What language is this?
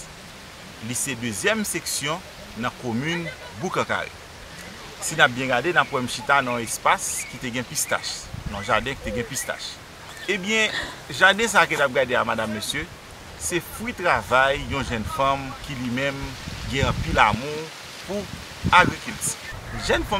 Haitian Creole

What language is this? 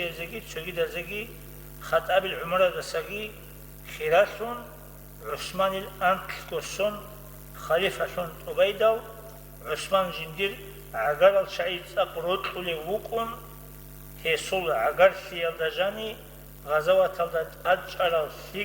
Avaric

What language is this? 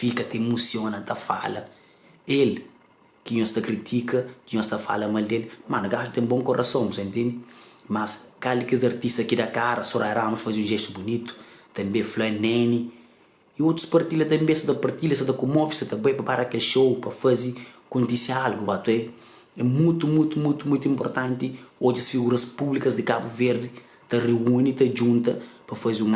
Kabuverdianu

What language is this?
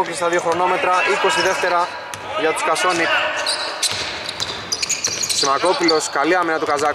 Greek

